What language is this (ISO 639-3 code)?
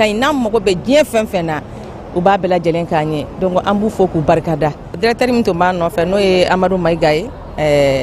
bam